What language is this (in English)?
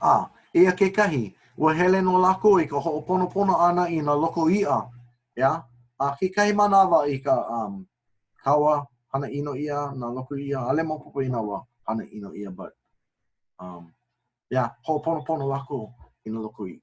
Hawaiian